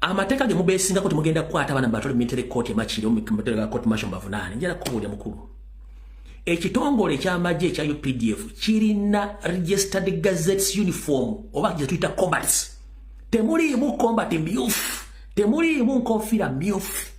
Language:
Ganda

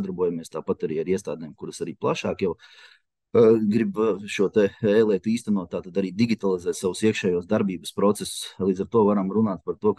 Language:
Latvian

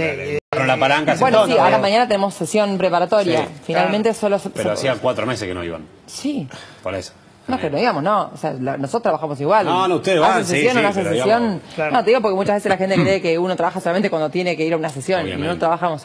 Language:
Spanish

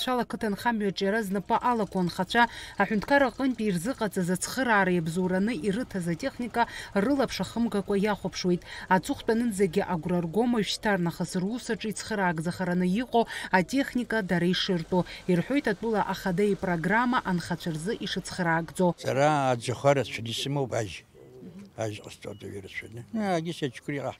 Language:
Abkhazian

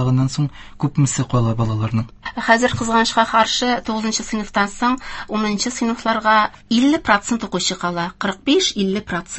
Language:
Tatar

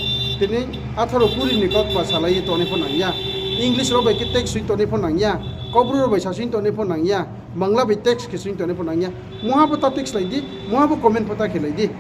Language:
Riang (India)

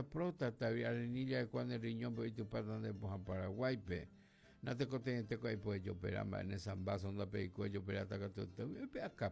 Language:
Guarani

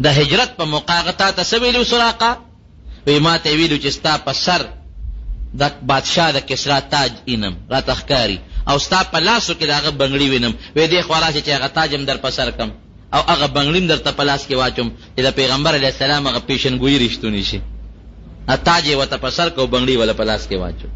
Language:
Pashto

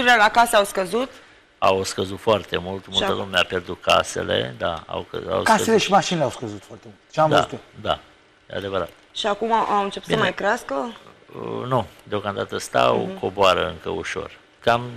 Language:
Romanian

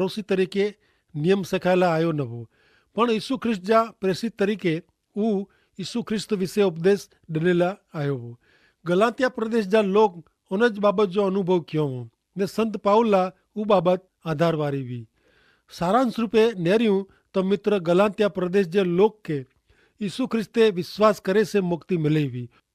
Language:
Kachhi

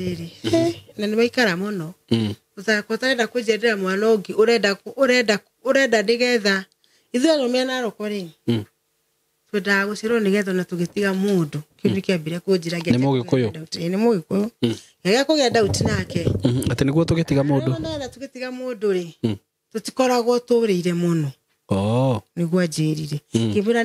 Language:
Kikuyu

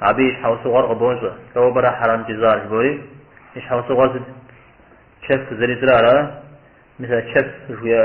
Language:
Kabardian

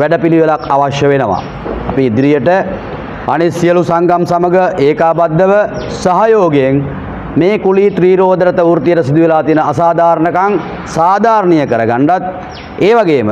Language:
Sinhala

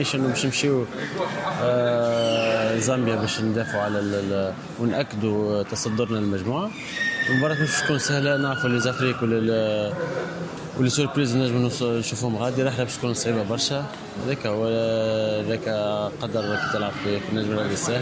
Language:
Tunisian Arabic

